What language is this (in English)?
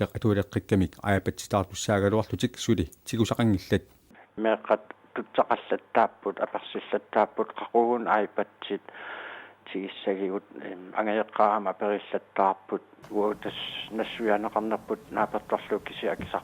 Kalaallisut